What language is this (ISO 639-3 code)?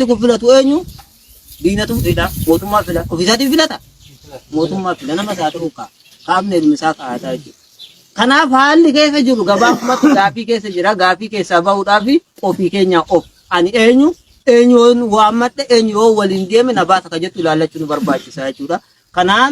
orm